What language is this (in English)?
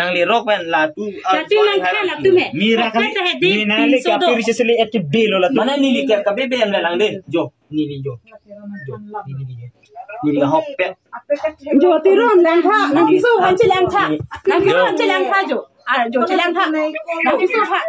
Karbi